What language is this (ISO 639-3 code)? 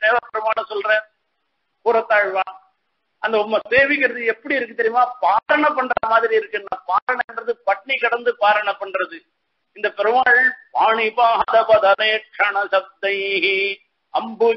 tam